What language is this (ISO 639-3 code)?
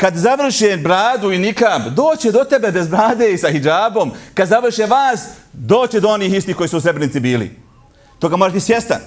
bos